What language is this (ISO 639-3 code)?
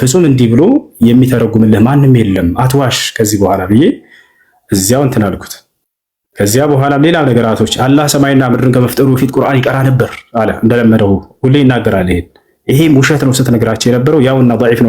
amh